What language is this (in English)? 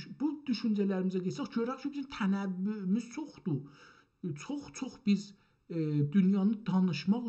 South Azerbaijani